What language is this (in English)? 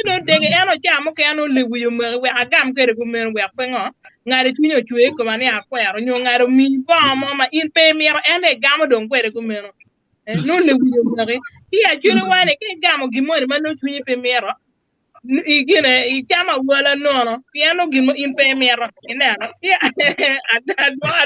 Acoli